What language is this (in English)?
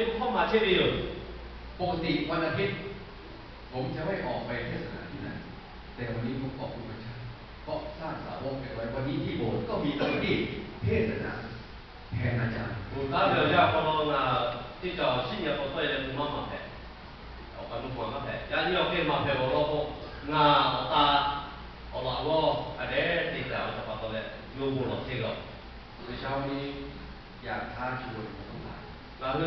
Lahu